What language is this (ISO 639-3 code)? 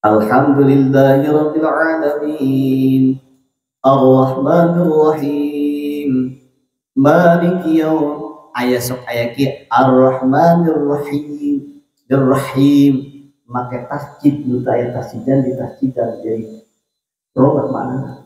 sun